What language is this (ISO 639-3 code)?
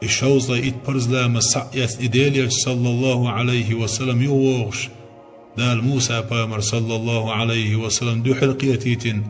che